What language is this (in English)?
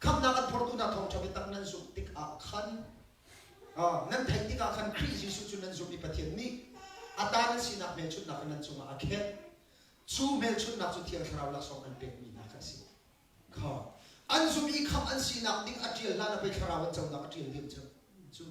Hakha Chin